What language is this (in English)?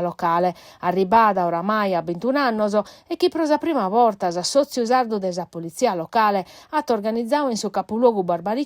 Sardinian